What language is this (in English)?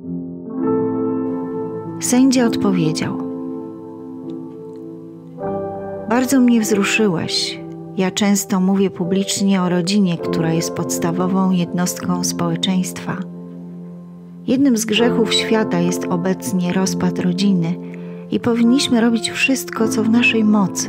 Polish